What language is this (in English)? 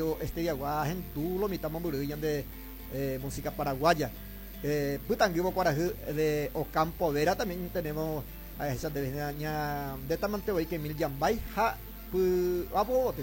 Guarani